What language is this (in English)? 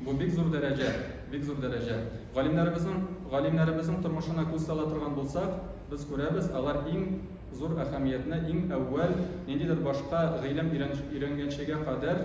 Tatar